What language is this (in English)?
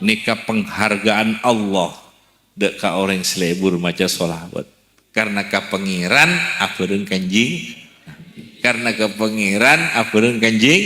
Madurese